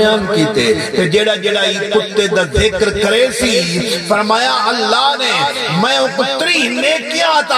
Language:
Saraiki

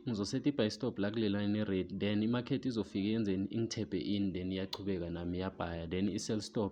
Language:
Zulu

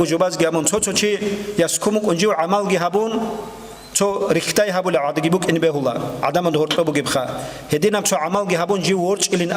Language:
Avaric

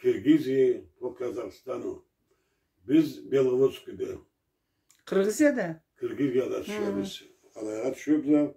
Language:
Karachay-Balkar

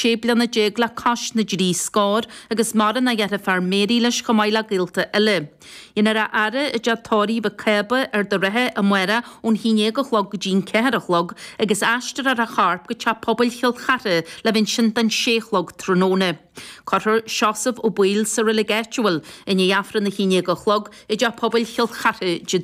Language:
Irish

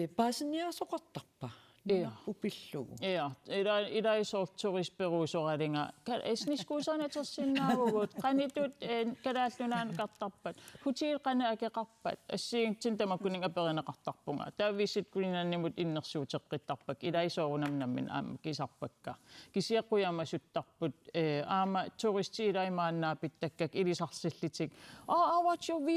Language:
Kalaallisut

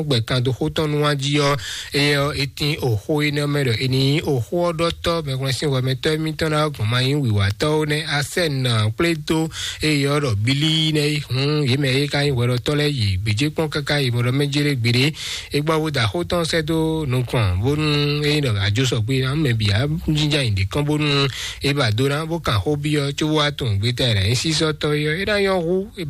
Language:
Fon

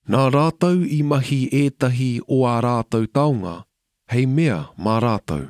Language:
Māori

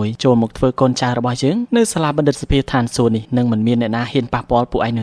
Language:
Khmer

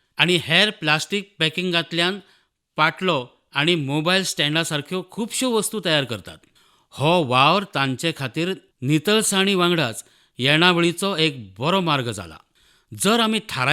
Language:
Konkani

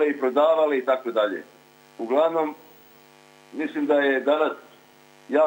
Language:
Croatian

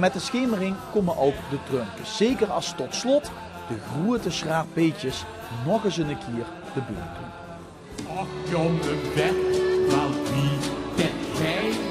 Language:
Limburgish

